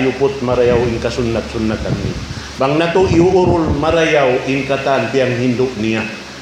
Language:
Tausug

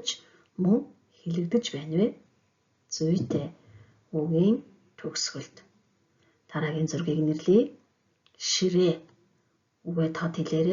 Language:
Mongolian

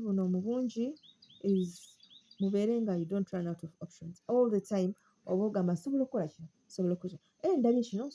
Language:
Ganda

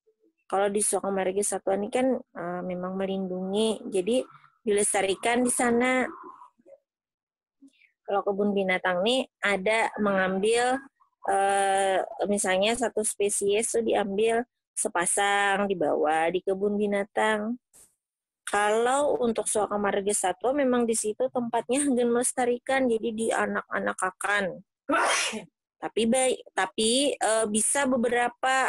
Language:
Indonesian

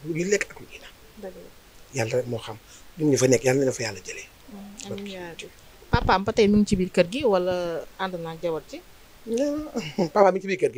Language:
Wolof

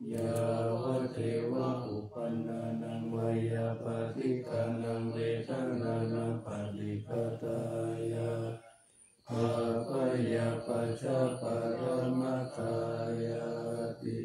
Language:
Pali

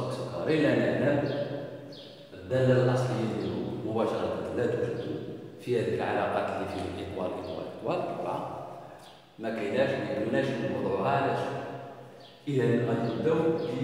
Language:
Moroccan Arabic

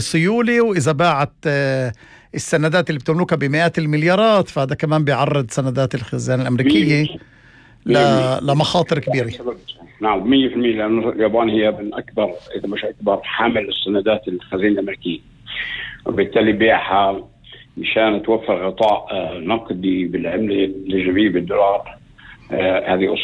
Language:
North Levantine Arabic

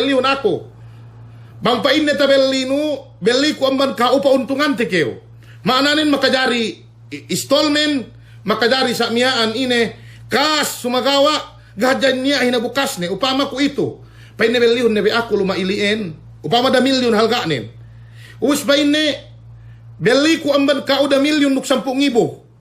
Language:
Yakan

